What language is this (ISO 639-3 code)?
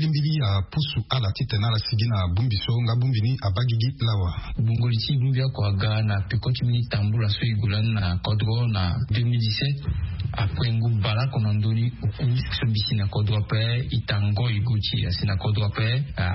sag